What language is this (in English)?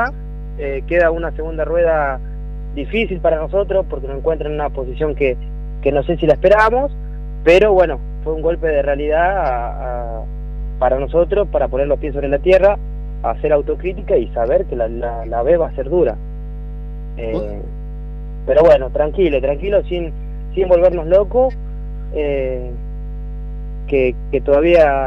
Spanish